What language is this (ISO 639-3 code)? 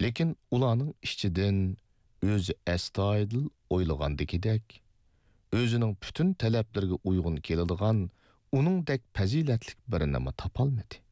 uig